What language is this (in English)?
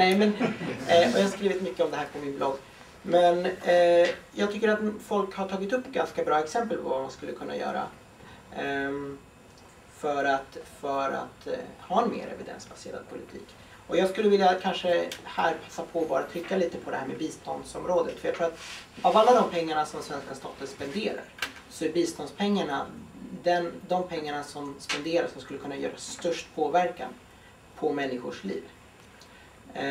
Swedish